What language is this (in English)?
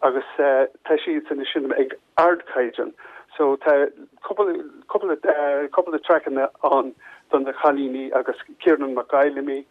Irish